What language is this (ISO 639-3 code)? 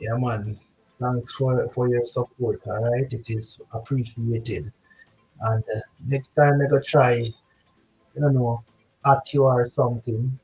jam